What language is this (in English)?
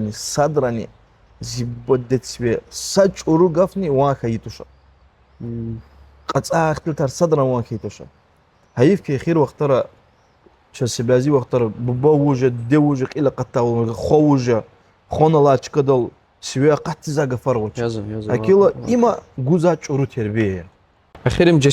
Lezghian